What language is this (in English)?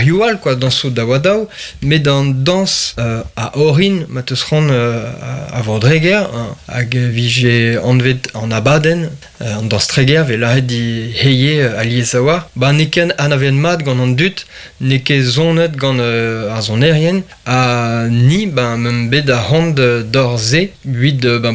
Breton